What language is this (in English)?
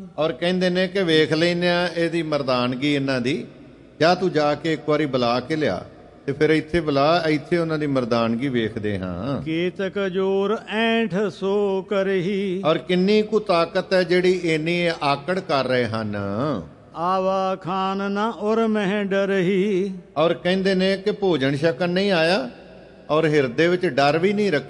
Punjabi